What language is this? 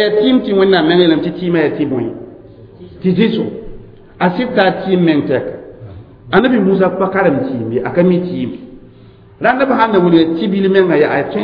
Mossi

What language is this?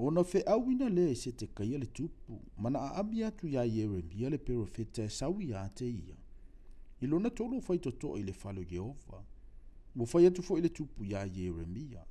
Samoan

